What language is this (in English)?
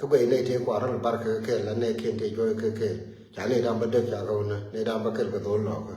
Nuer